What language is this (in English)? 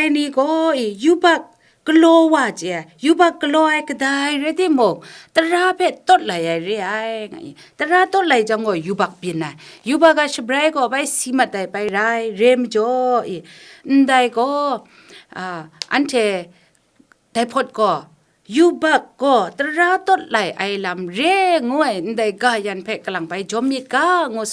Kachin